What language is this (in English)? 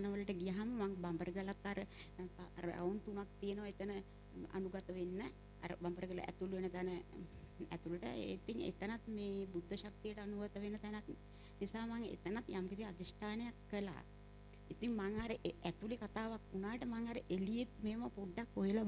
Sinhala